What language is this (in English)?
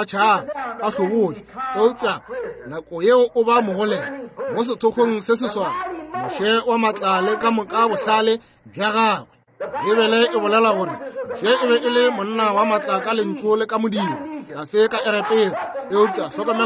Northern Sotho